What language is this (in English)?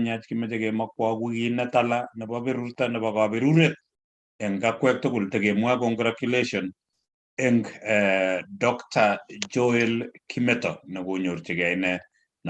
Kalenjin